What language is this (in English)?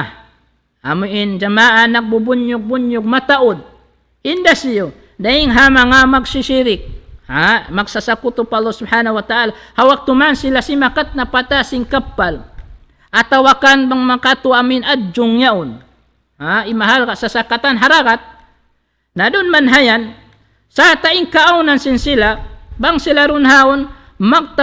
Tausug